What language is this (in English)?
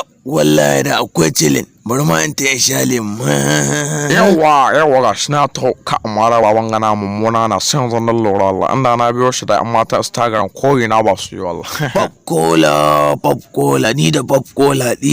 Hausa